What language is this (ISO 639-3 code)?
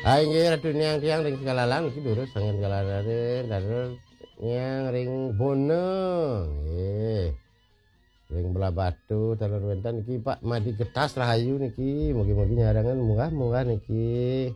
ban